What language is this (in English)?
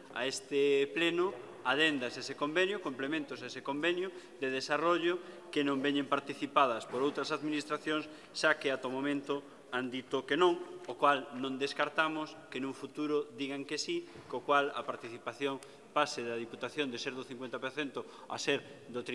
Galician